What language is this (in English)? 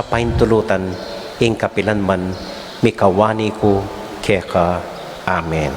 Pampanga